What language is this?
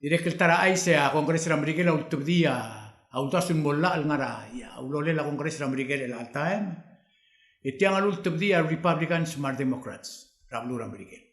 Palauan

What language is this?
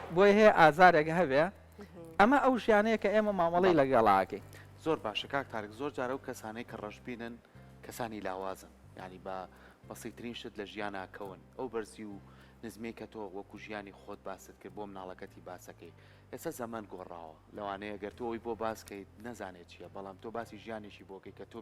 Central Kurdish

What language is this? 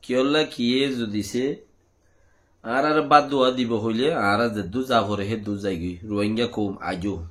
Rohingya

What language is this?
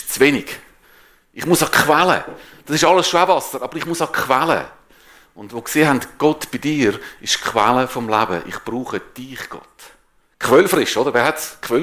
Swiss German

